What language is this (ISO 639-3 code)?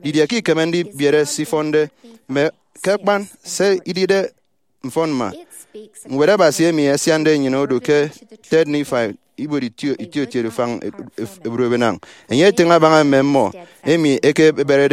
efi